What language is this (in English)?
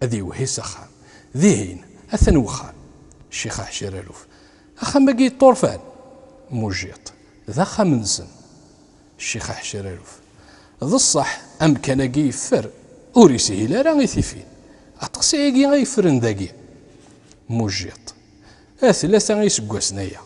Kabyle